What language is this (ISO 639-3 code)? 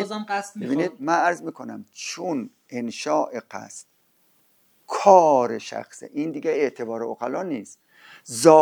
fas